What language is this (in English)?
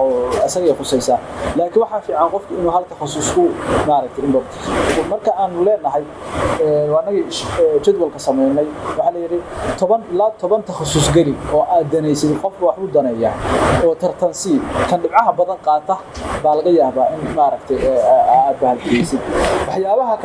Somali